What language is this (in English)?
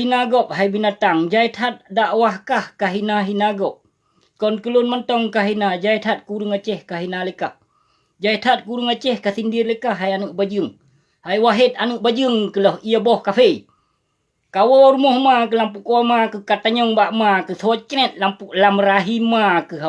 Achinese